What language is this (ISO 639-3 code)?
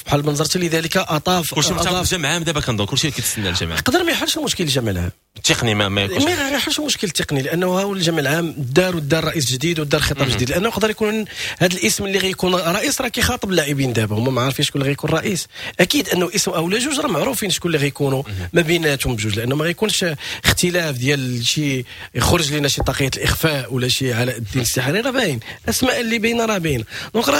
ary